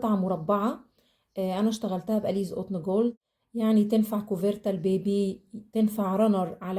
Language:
Egyptian Arabic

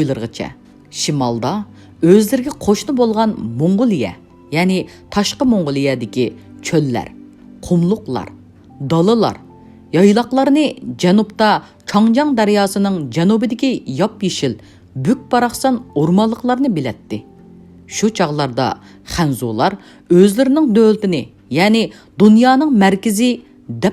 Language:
Uyghur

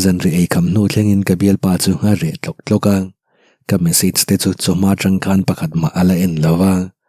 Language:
Mizo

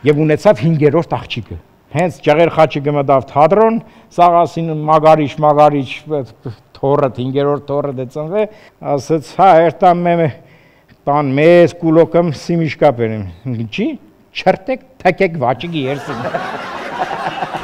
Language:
Armenian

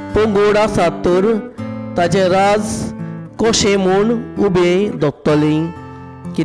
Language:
Konkani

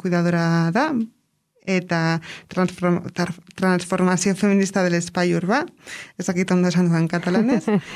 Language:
Basque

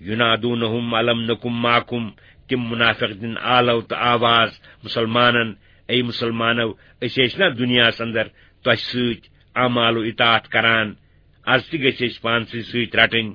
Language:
Kashmiri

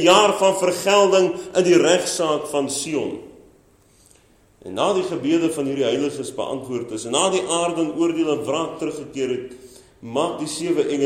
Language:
Afrikaans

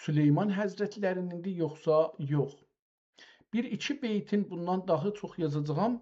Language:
South Azerbaijani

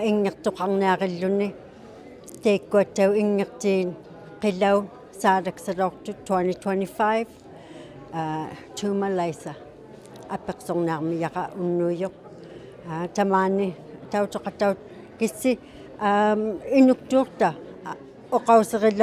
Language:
Inuktitut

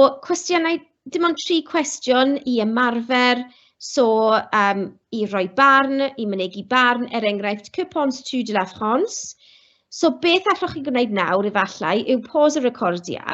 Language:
Welsh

